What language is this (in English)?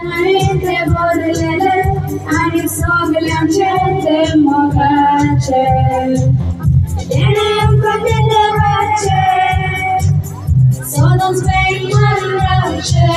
Konkani